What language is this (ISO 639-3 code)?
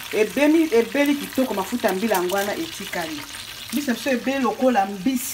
lin